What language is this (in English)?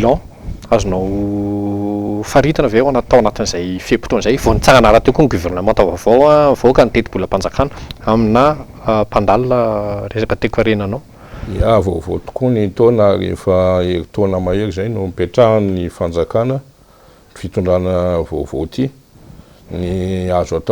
Malagasy